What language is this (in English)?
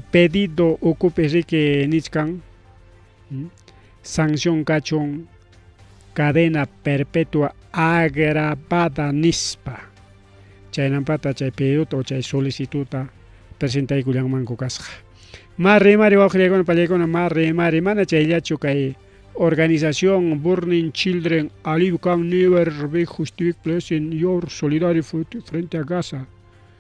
Ayacucho Quechua